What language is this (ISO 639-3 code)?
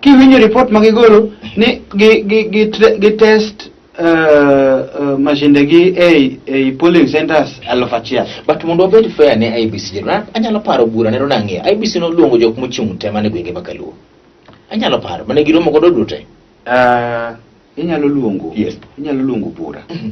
luo